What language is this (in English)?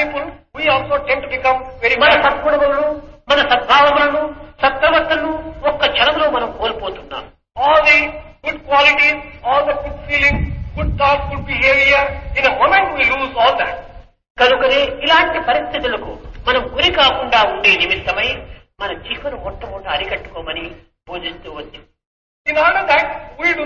Telugu